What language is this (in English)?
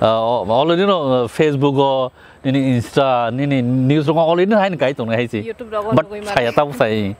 Kok Borok